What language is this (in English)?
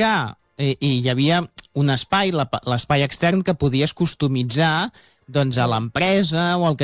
Catalan